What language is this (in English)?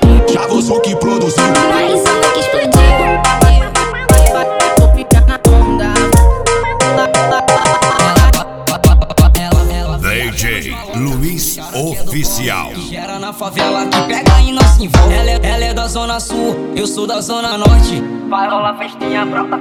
Portuguese